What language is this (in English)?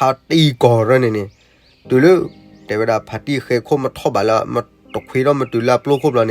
S'gaw Karen